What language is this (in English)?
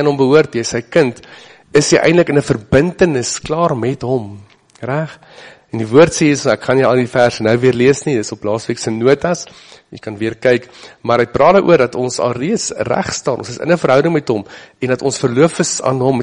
Afrikaans